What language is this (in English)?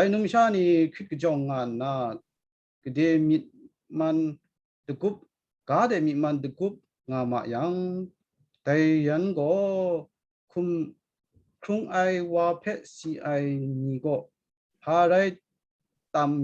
Kachin